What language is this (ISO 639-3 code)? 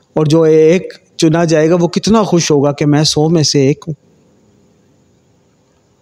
urd